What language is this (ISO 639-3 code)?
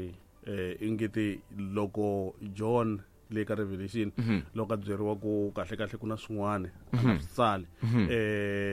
tso